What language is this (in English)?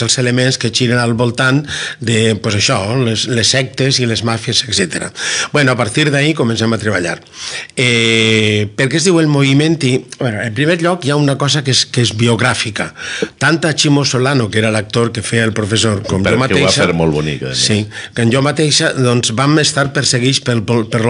Catalan